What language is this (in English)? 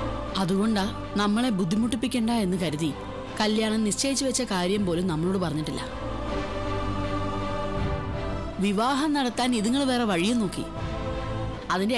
Malayalam